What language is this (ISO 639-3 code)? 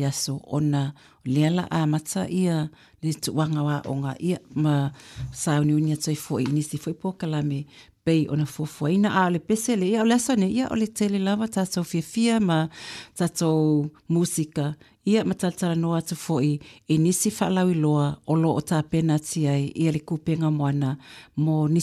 smo